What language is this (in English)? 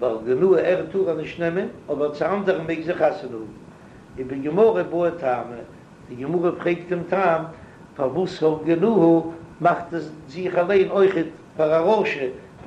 Yiddish